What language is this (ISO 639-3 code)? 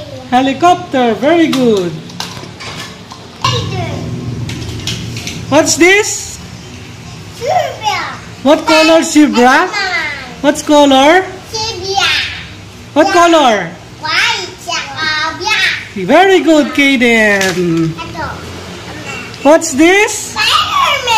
fil